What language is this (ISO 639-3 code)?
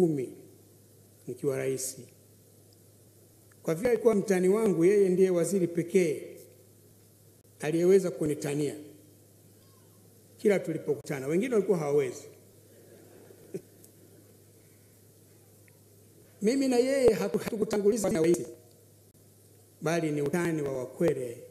swa